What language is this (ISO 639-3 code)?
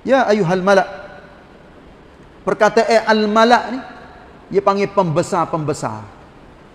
msa